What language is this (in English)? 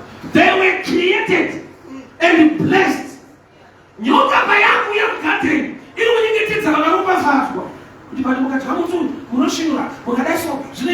Shona